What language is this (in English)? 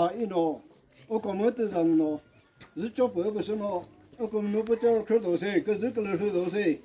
Chokri Naga